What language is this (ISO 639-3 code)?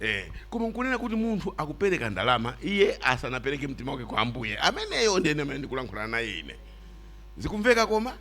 nya